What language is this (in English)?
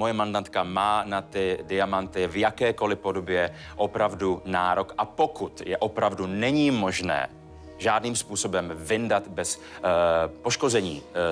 Czech